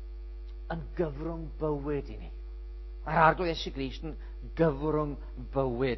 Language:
Welsh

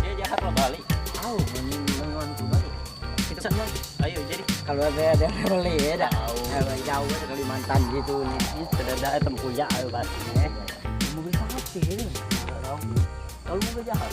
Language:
Musi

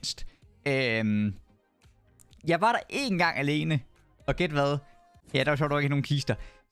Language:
Danish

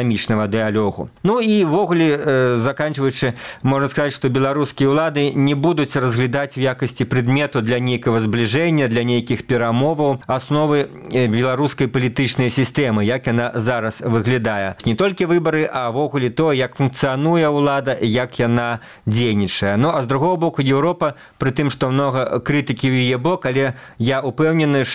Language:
Belarusian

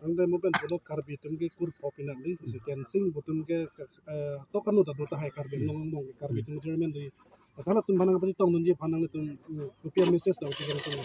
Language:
Karbi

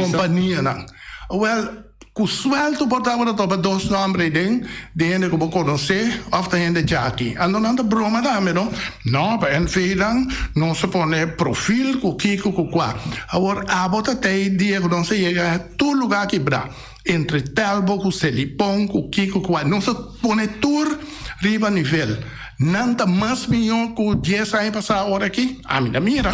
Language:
Papiamento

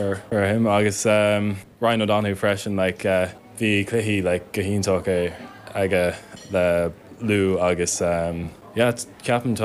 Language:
Irish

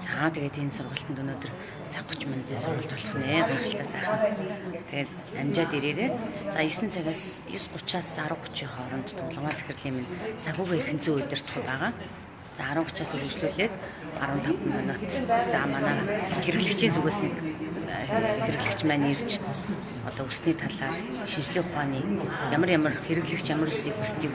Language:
Mongolian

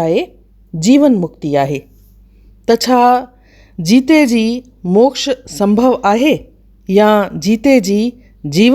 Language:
Sindhi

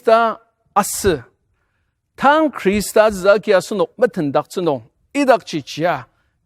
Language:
Ao Naga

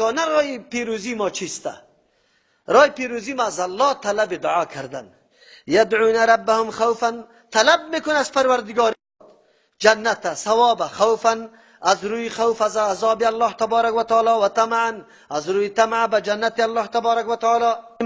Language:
Persian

